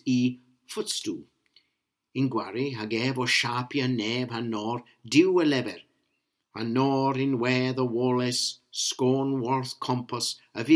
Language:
Cornish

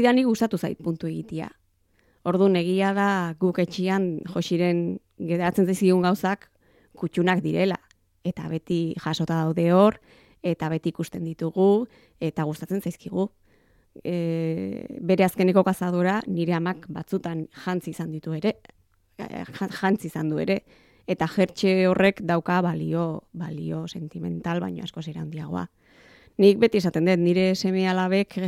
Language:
Basque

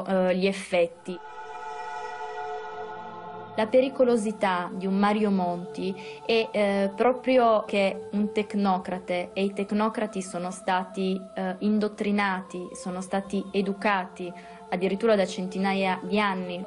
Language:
Italian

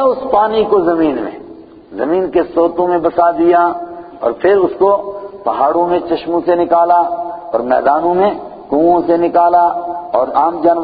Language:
Urdu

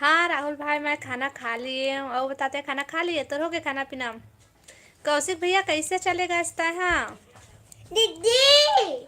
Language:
Chhattisgarhi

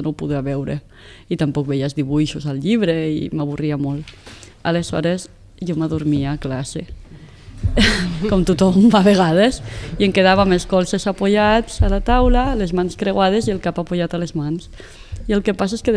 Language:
Catalan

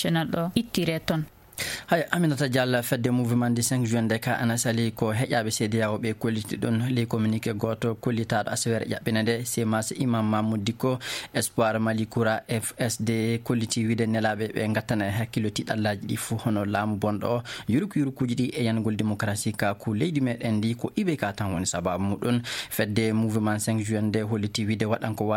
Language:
Fula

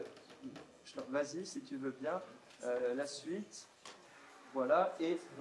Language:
French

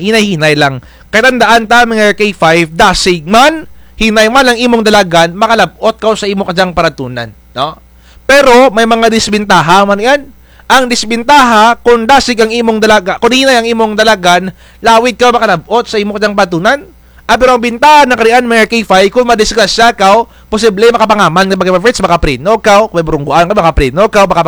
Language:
Kinaray-a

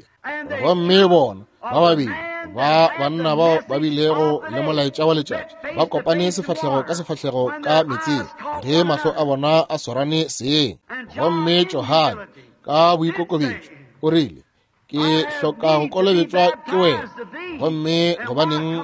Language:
Northern Sotho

